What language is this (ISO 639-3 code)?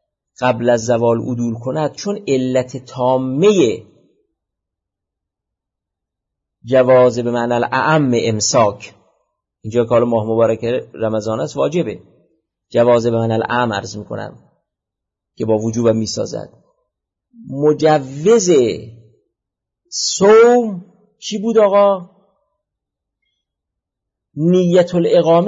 fas